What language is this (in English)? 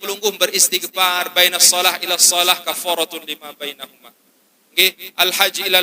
Sasak